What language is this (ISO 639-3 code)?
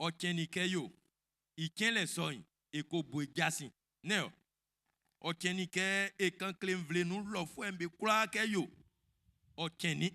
bci